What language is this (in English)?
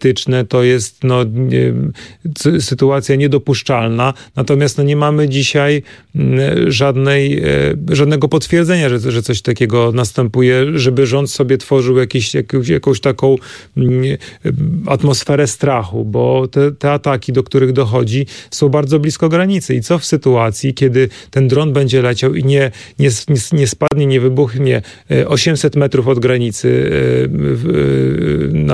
Polish